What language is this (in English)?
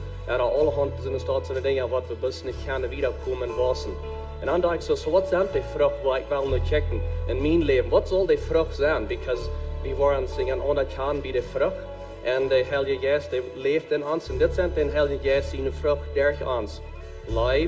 Plautdietsch